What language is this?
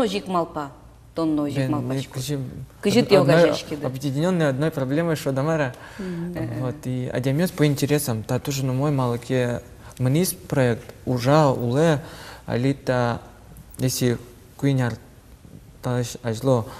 Udmurt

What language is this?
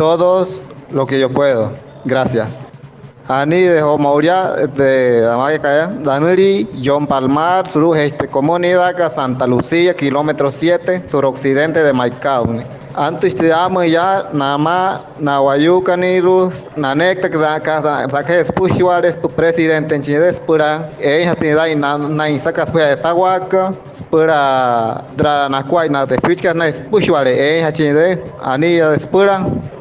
Wayuu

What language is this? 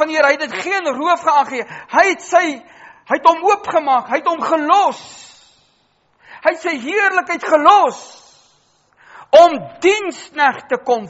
Afrikaans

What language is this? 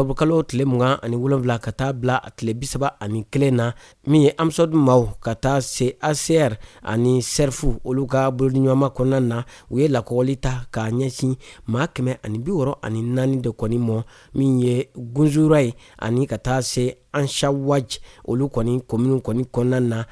Bambara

